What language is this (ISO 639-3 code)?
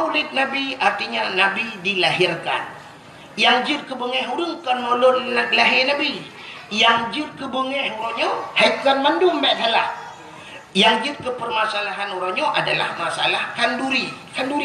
ace